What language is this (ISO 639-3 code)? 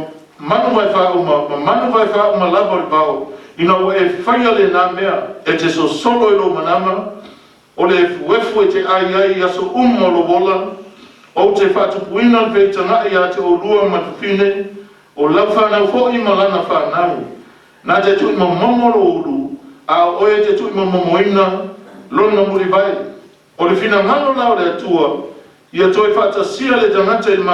smo